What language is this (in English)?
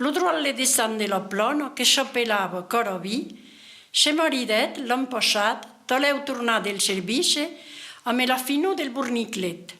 Occitan